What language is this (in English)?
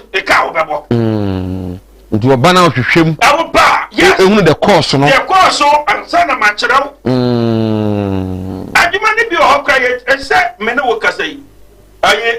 Akan